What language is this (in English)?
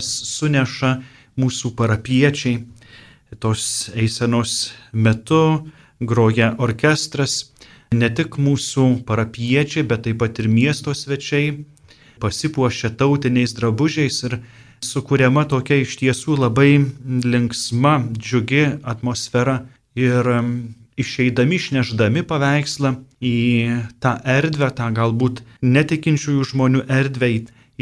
Lithuanian